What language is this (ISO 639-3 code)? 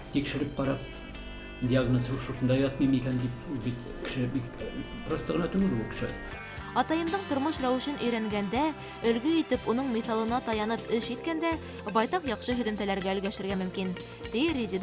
bak